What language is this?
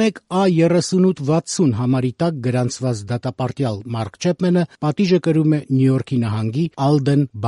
Armenian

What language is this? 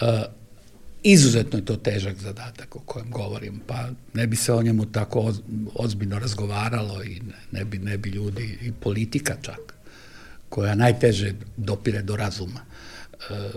Serbian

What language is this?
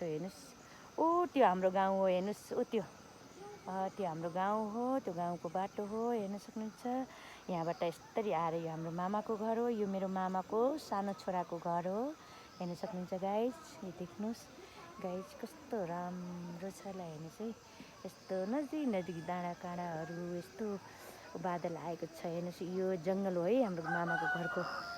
Nepali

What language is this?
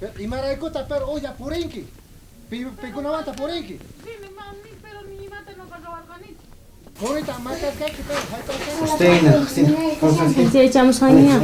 South Bolivian Quechua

